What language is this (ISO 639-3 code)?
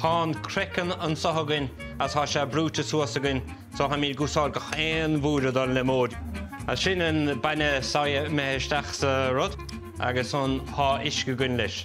gle